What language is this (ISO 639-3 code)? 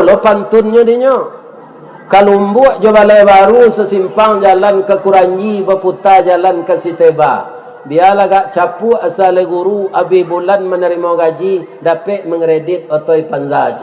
min